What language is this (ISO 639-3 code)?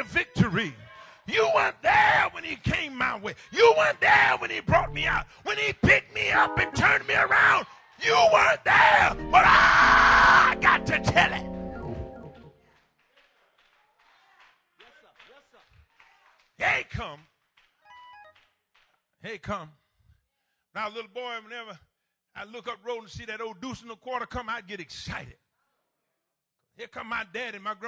eng